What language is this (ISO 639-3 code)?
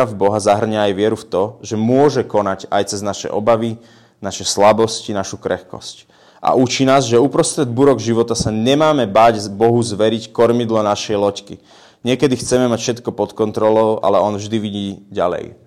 slk